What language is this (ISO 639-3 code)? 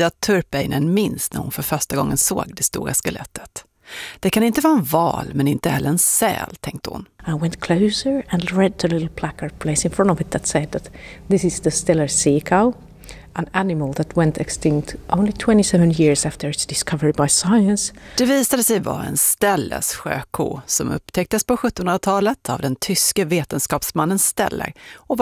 swe